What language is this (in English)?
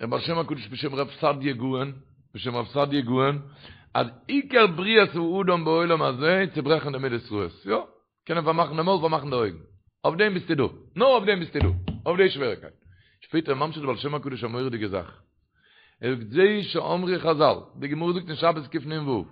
Yiddish